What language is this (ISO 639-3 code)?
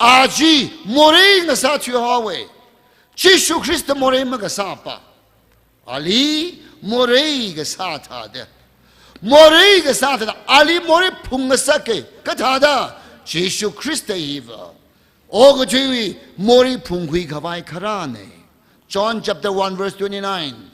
nmf